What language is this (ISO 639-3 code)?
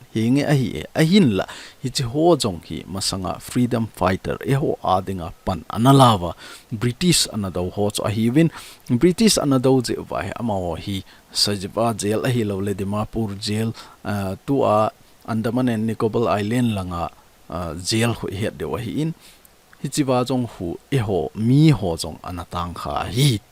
tcz